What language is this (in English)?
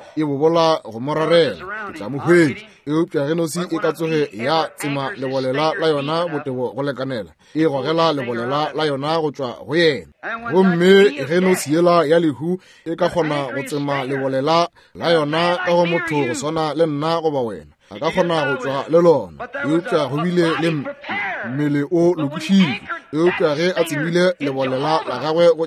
Northern Sotho